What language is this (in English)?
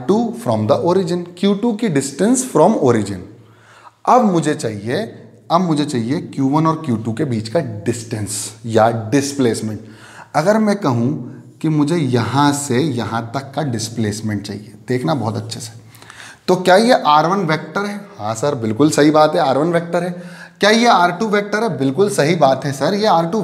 Hindi